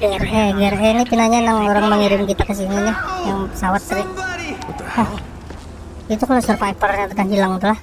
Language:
Banjar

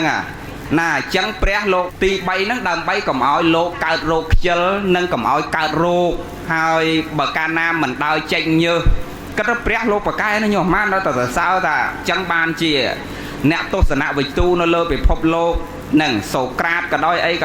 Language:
Khmer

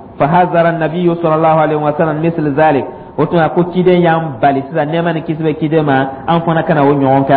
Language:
Dyula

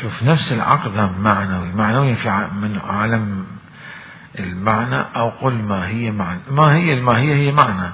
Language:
Mesopotamian Arabic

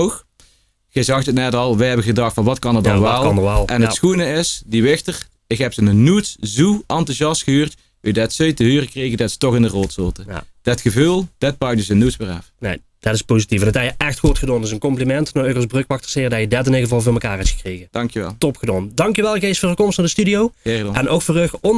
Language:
Limburgish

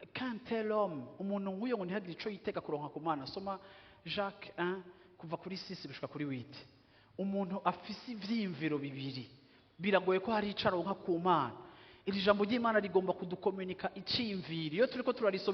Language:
Rundi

